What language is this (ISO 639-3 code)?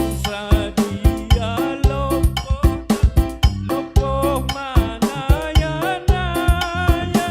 bts